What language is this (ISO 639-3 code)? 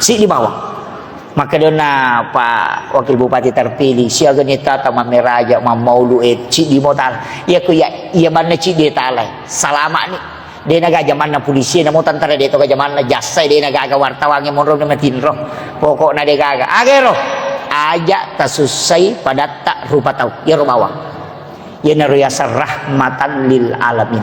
bug